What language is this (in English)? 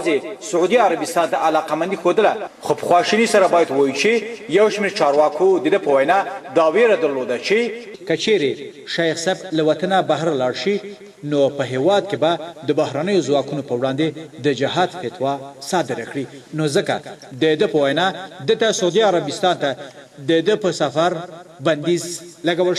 Pashto